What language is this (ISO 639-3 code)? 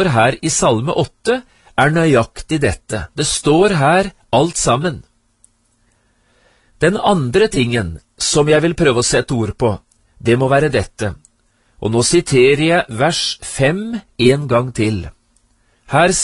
nor